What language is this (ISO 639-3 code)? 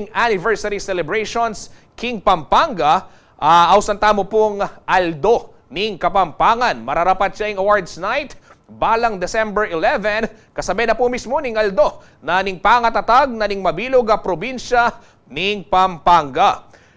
pam